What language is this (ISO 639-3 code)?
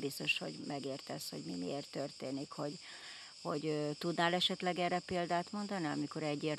hun